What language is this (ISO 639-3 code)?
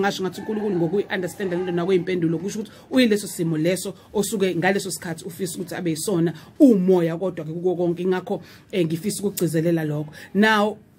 zul